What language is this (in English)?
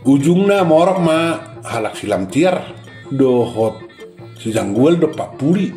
Batak Toba